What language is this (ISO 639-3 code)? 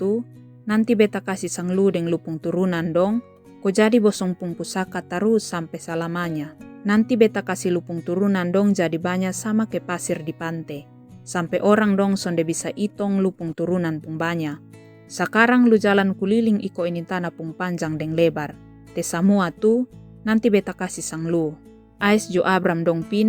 mkn